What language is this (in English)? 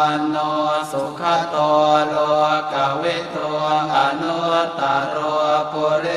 Pali